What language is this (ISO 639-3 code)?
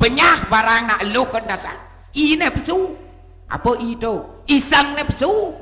ban